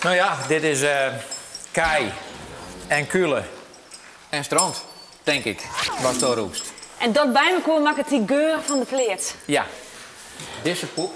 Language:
Western Frisian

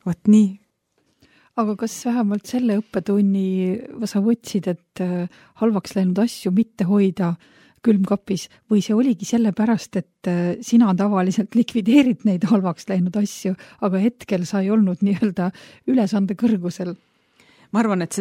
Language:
Estonian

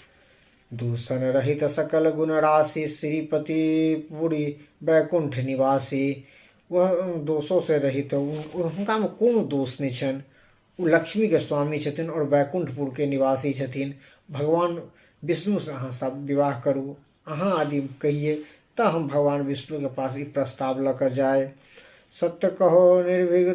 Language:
Maithili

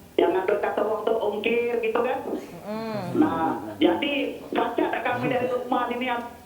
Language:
Musi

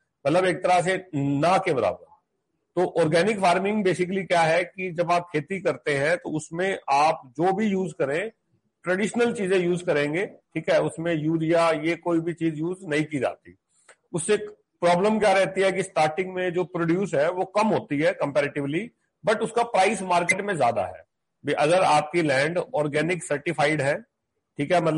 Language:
Hindi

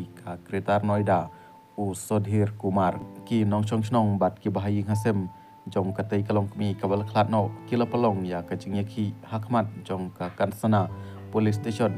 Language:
Khasi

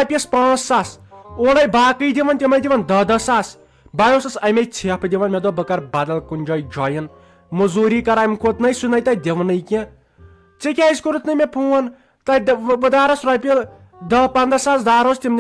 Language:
Kashmiri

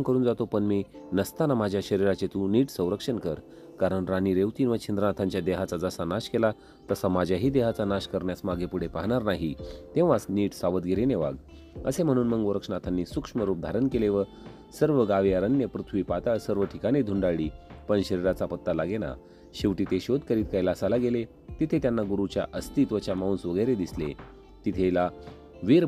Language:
Marathi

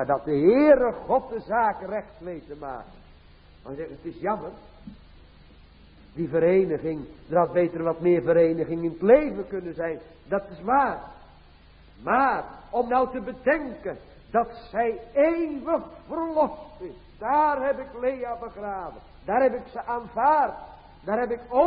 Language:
Dutch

